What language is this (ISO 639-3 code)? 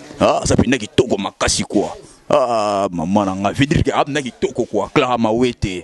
lin